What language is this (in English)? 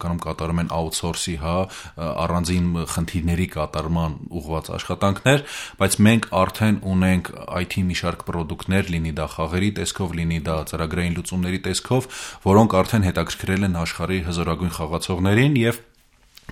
Armenian